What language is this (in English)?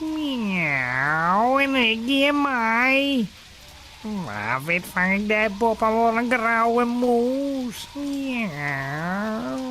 Western Frisian